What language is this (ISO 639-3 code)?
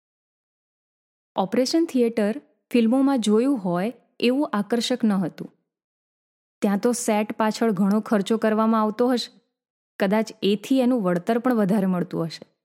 guj